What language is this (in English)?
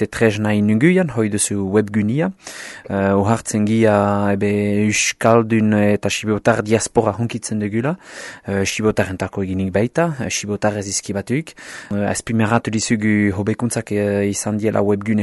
Basque